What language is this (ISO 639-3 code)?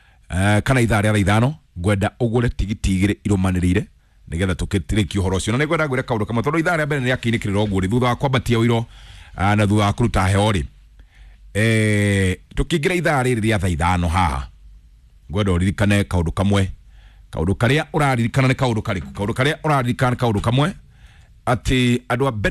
kik